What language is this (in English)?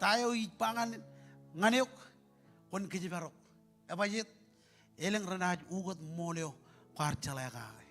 Marshallese